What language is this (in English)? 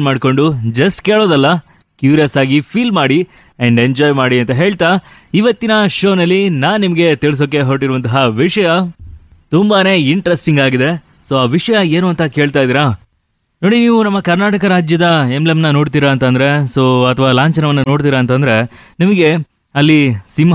Kannada